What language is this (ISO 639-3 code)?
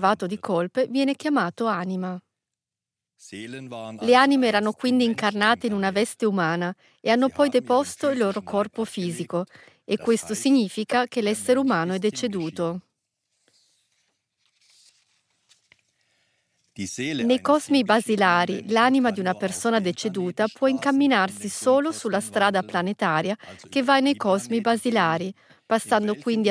ita